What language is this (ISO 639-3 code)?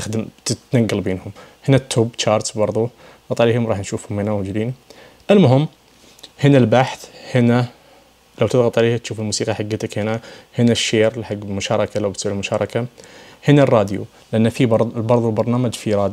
ars